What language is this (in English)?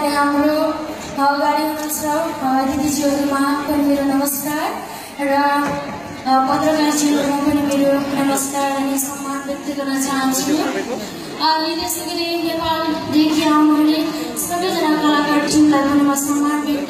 Nepali